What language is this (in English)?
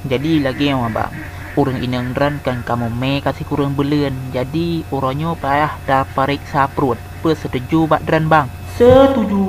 Achinese